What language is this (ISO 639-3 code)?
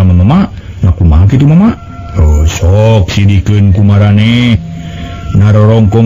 sun